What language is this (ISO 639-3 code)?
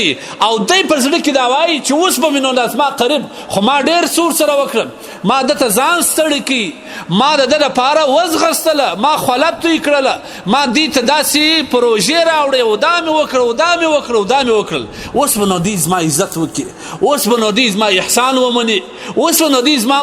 pus